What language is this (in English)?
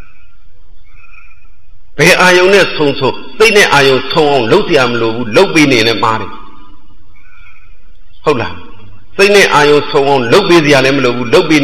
Burmese